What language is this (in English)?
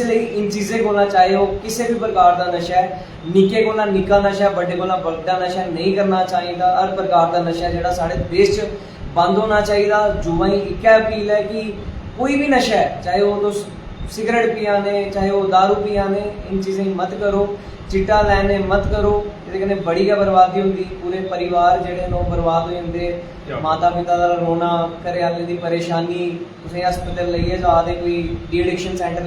Dogri